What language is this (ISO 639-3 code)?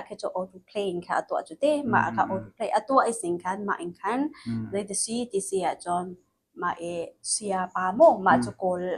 cnh